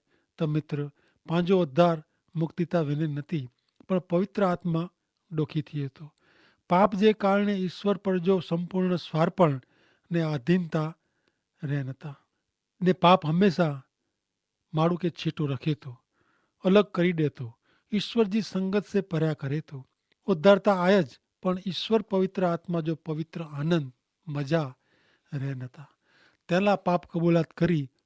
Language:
Kachhi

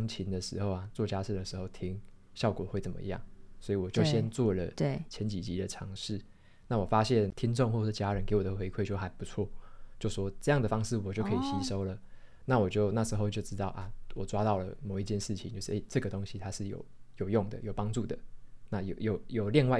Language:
Chinese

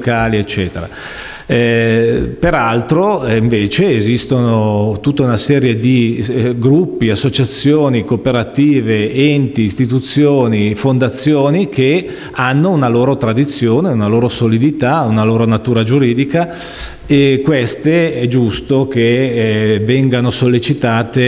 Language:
Italian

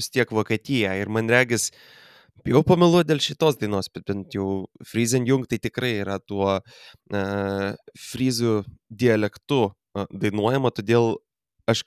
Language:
Lithuanian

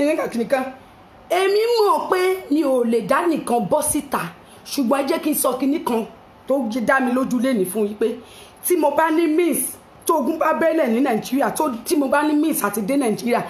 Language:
Yoruba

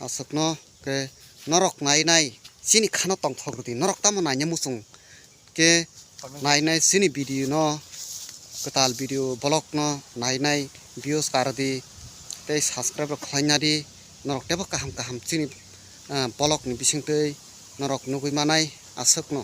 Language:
Kok Borok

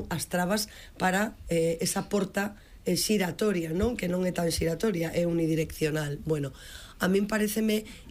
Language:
Galician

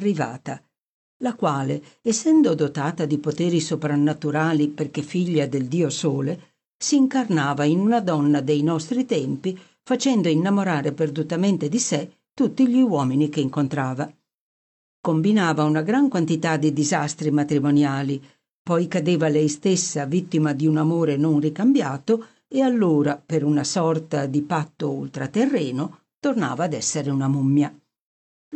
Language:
Italian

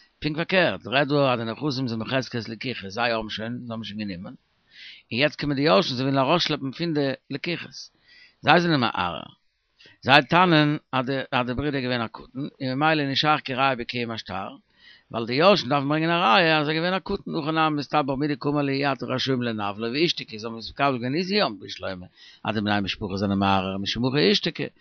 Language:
Yiddish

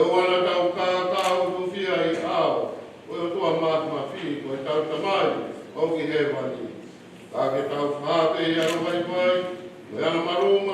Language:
Tongan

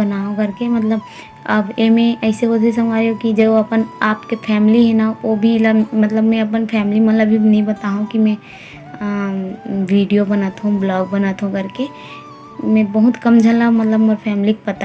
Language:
Chhattisgarhi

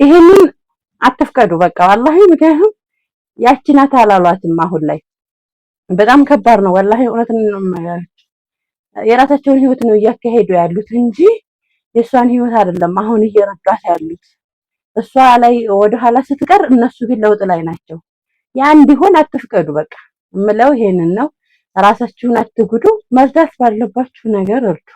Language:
Amharic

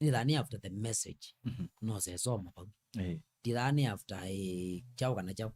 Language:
Kamba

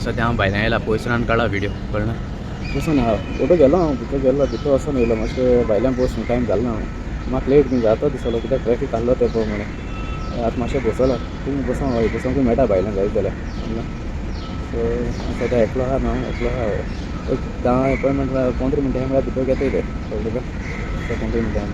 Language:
Konkani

